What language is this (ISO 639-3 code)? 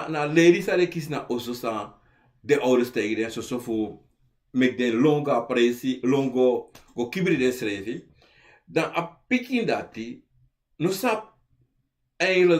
srn